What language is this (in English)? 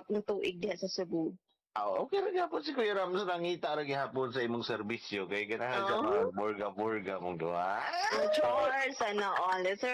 Cebuano